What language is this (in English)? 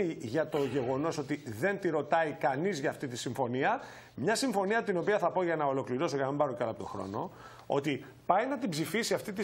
Greek